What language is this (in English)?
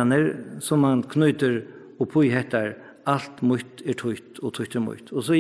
Faroese